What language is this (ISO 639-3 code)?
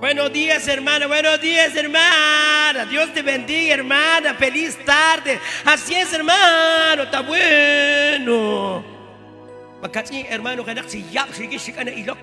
kek